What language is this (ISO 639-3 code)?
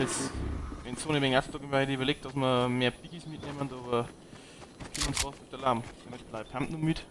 bar